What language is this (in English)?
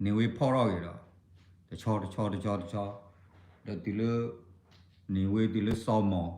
S'gaw Karen